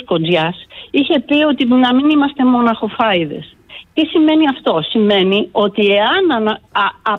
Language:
Greek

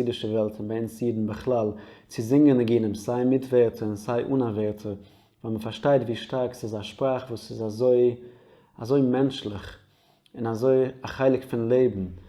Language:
Yiddish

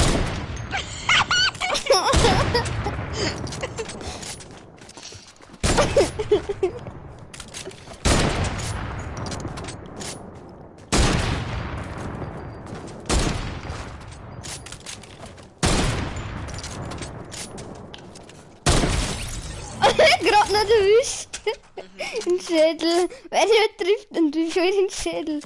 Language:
Bavarian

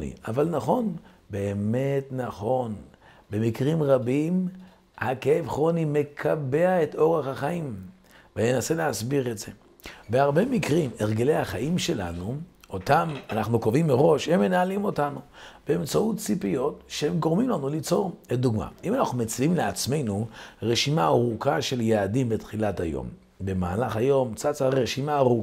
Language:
Hebrew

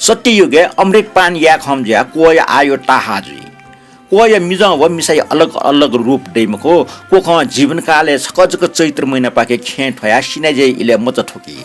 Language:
Newari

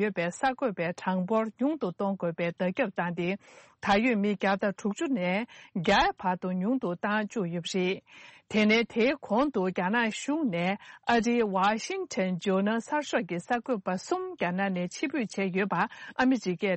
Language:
Tibetan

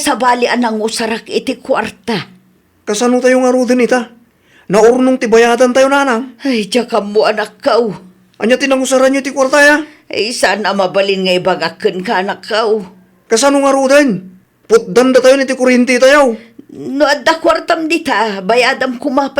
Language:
Iloko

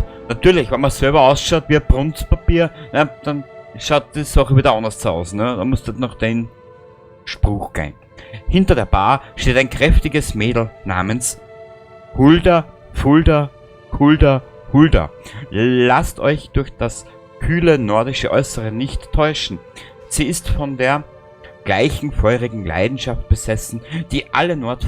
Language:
Bavarian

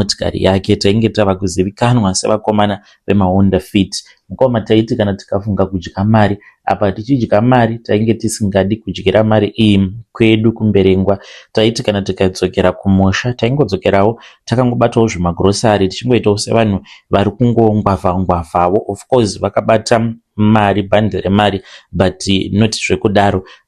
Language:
Shona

